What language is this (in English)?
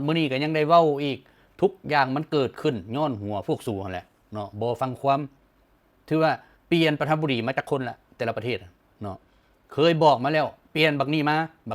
Lao